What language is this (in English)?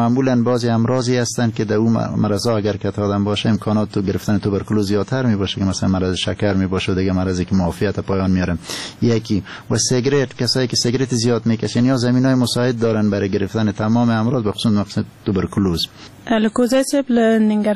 Persian